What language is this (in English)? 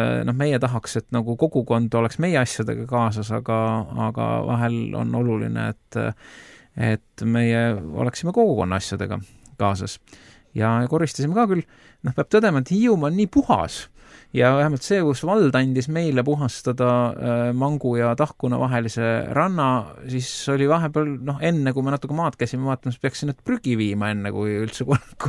Estonian